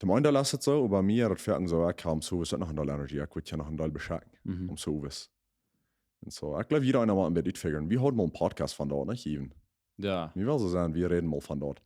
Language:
Plautdietsch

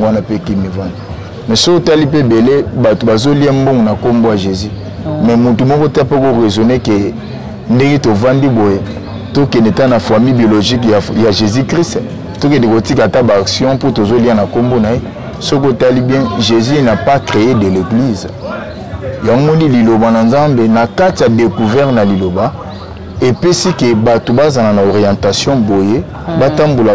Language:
Lingala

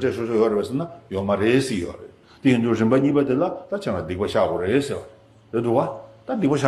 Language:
Tibetan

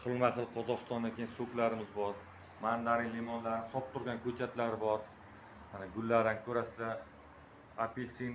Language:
Uzbek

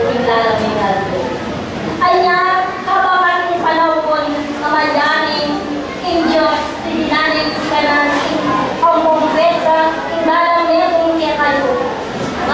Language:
Pampanga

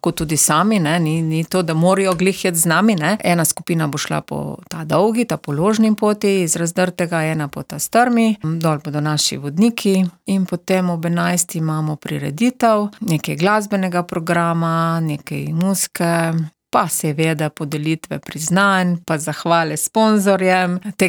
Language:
Slovenian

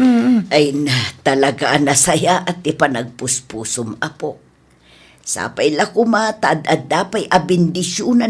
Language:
Iloko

